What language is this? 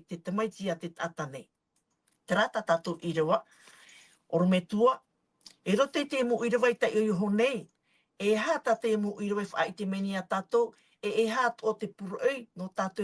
Tahitian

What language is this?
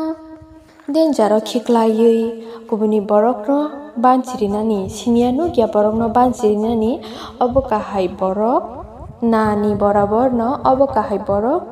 Kok Borok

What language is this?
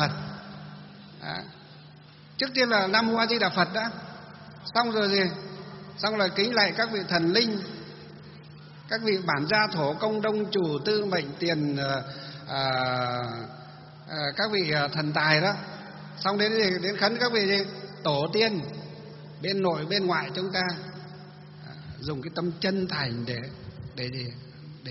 Vietnamese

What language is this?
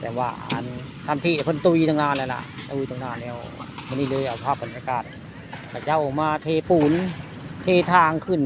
Northeastern Thai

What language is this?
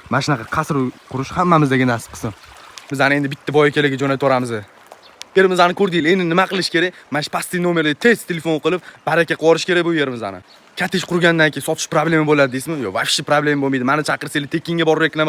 Uzbek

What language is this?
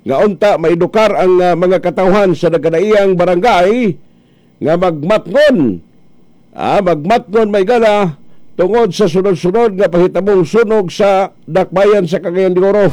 Cebuano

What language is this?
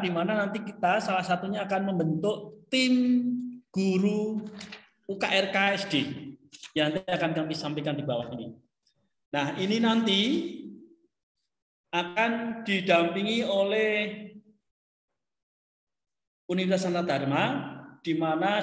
Indonesian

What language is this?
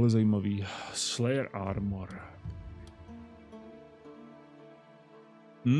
Czech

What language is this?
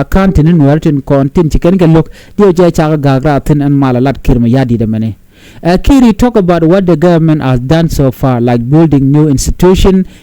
Nuer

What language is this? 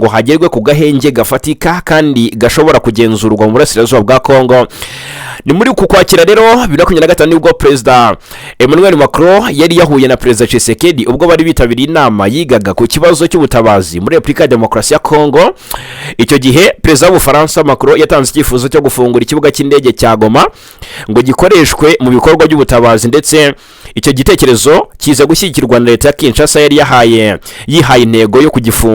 Kinyarwanda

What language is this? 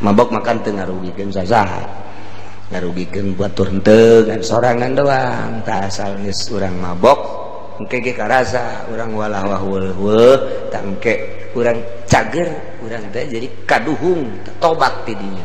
Sundanese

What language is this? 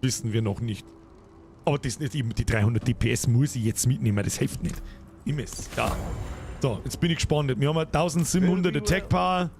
Bavarian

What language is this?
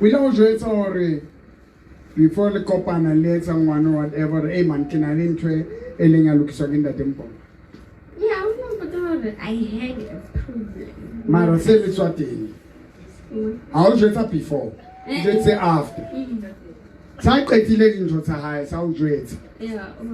Southern Sotho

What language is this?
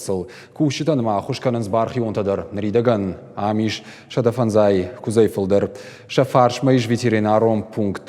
Ossetic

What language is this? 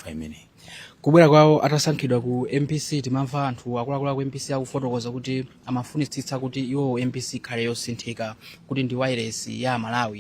Nyanja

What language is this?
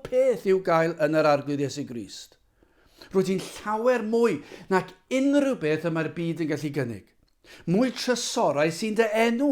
Welsh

